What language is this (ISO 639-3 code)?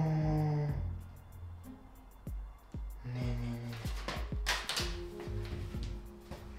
bul